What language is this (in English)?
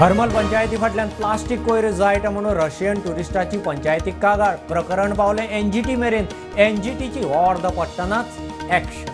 Konkani